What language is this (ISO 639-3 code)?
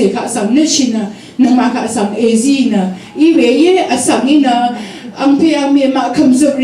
raw